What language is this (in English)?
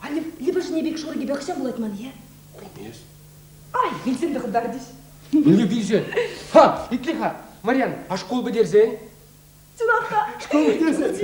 Chuvash